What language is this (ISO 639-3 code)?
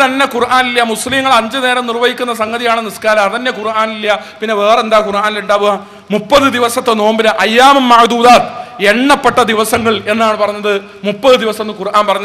mal